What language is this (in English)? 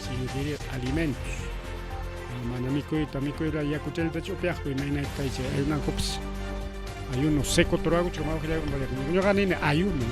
Ayacucho Quechua